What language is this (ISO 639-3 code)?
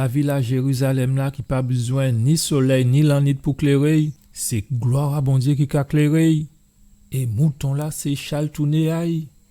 gcf